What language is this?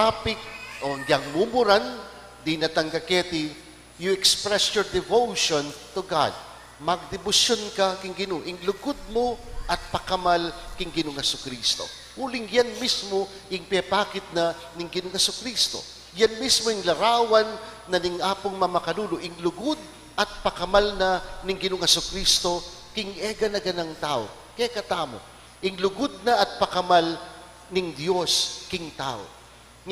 Pampanga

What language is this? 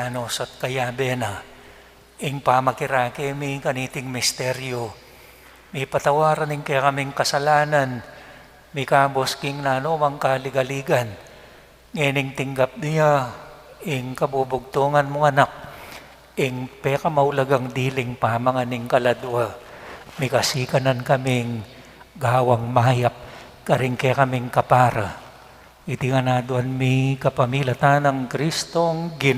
Pampanga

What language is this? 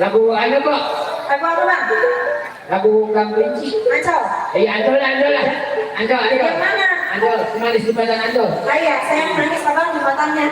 Betawi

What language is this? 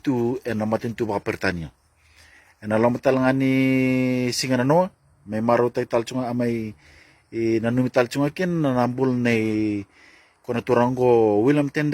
Fijian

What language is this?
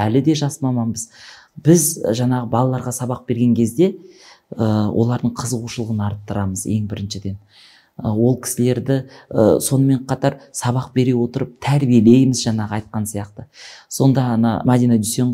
Kazakh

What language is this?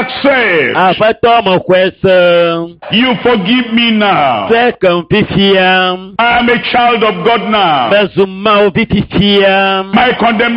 Ewe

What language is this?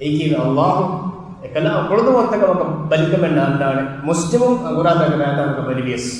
Divehi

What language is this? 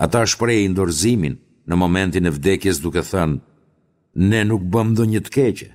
Albanian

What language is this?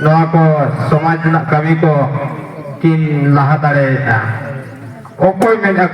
Santali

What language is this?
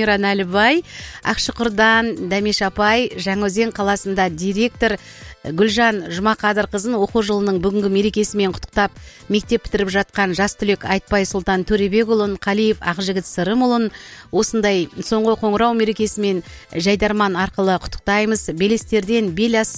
Kazakh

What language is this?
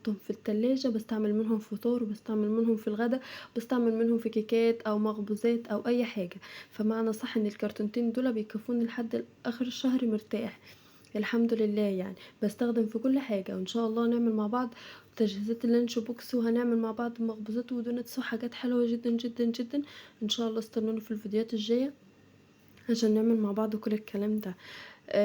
Egyptian Arabic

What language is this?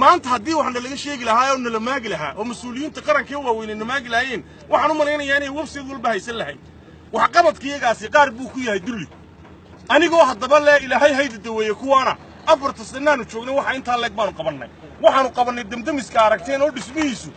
Somali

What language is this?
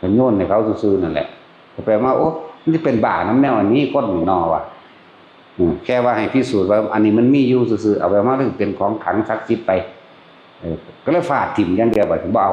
Northeastern Thai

